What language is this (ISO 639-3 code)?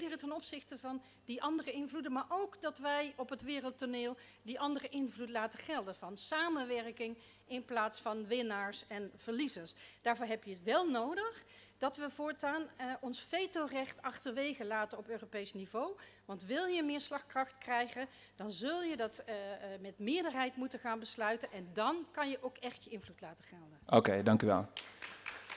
nld